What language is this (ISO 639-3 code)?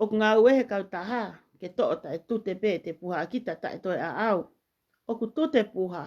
ton